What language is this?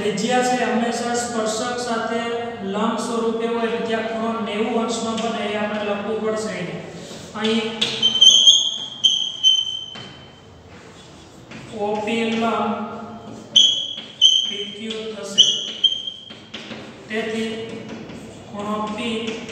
Gujarati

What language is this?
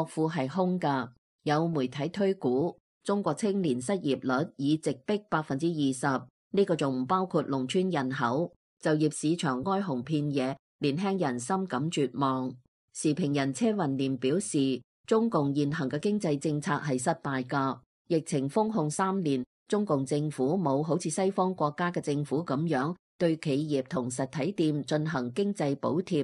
Cantonese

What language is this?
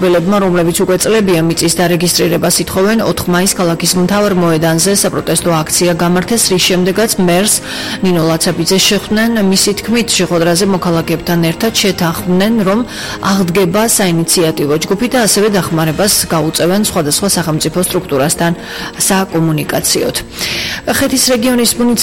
Georgian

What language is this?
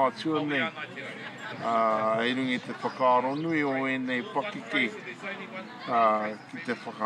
Māori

